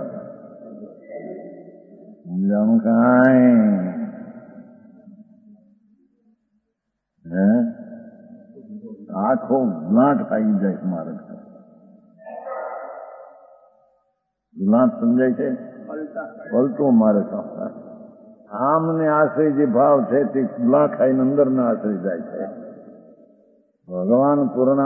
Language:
Gujarati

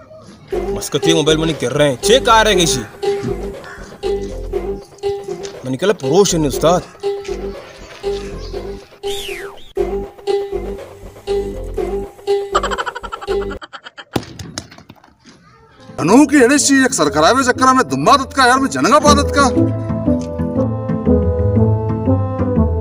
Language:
Baluchi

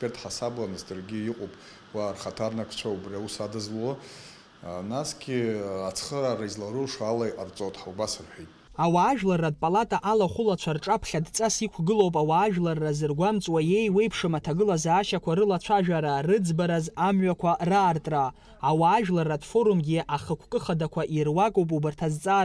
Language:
Abkhazian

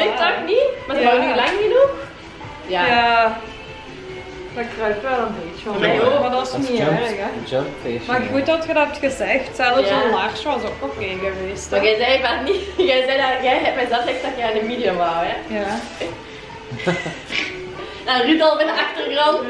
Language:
Dutch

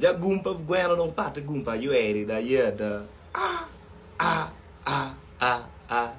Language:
Acoli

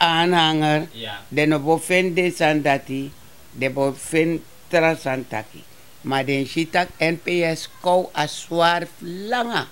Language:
Sranan Tongo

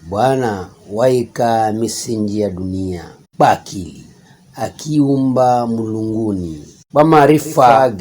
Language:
Giryama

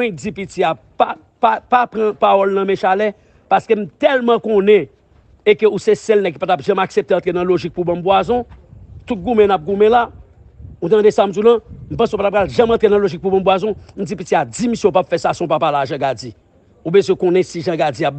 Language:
Haitian Creole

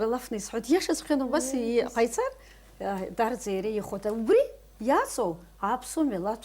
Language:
Abkhazian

